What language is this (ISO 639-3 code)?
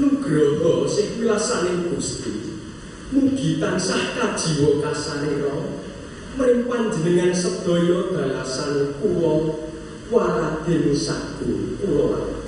jav